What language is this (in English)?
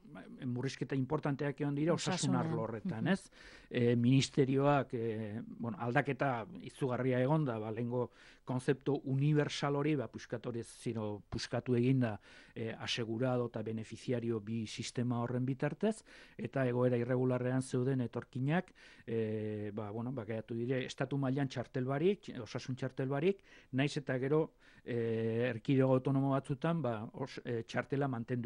Basque